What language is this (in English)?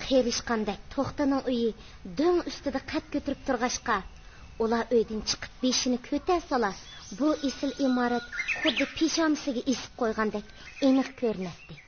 Uyghur